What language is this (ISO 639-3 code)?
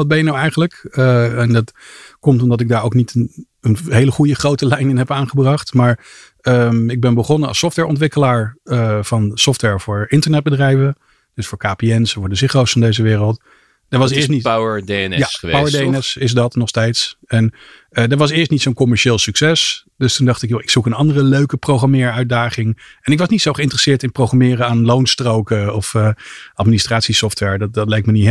nld